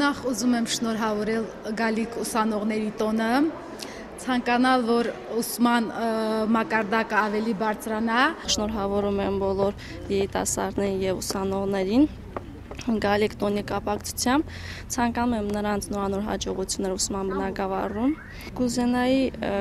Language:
Armenian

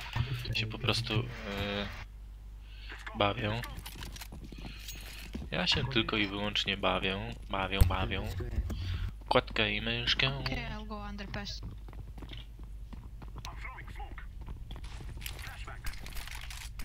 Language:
Polish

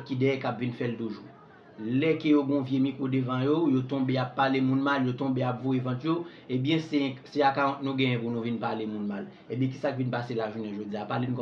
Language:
Haitian Creole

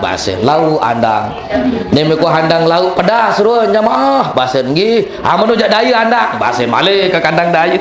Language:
Sasak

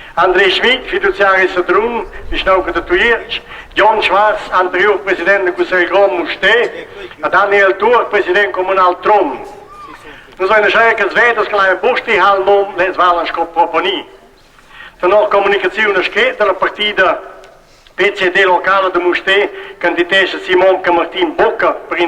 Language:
Romansh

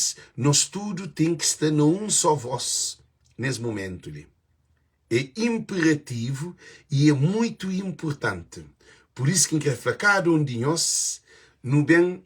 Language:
Kabuverdianu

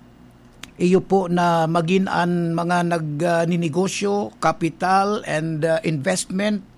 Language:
Bikol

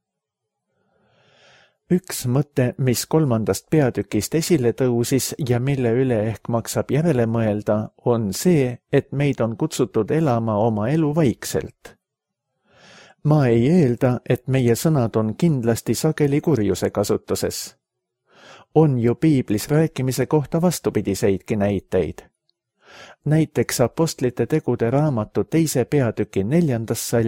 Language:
Estonian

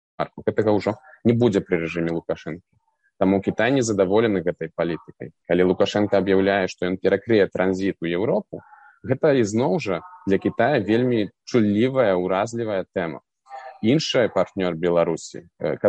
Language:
Belarusian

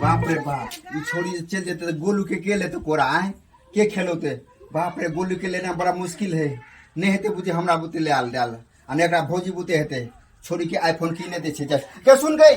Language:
Maithili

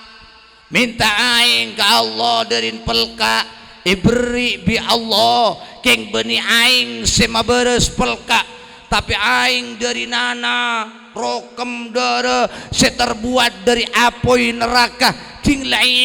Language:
Madurese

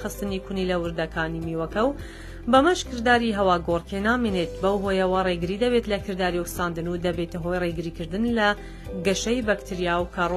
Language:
Central Kurdish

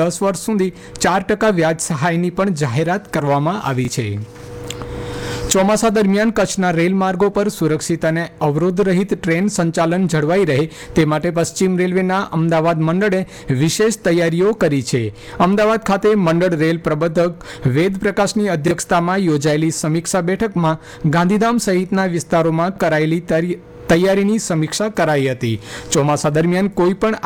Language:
Gujarati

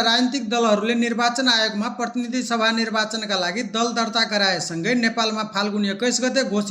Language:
Nepali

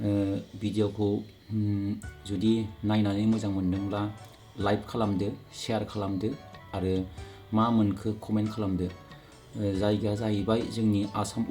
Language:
Bodo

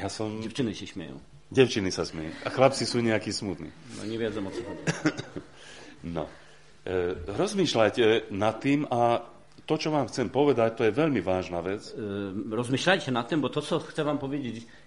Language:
Slovak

